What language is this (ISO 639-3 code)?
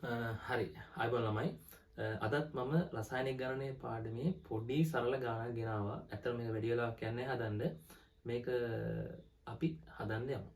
sin